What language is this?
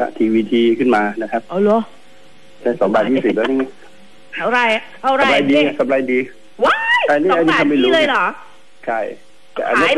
Thai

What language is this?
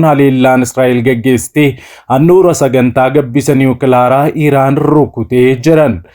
Oromo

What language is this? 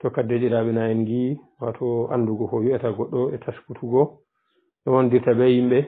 Pular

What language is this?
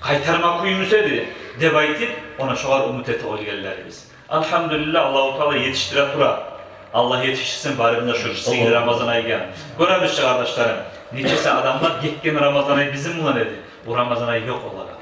Kumyk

